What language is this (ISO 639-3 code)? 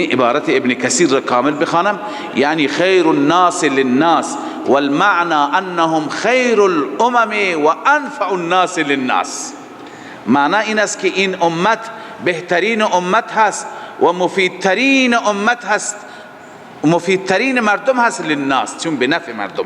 fas